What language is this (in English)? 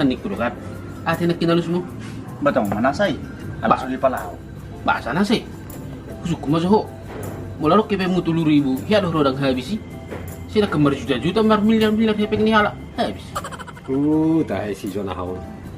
Batak Toba